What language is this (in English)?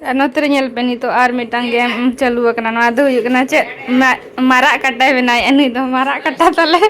Santali